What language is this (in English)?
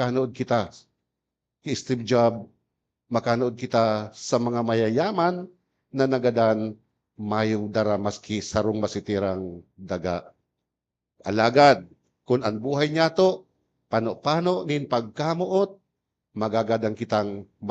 Bikol